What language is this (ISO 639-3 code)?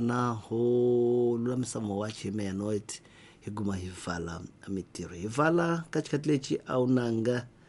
tso